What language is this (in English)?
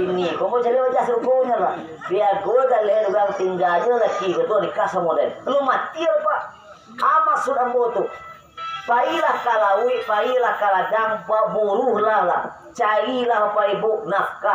Minangkabau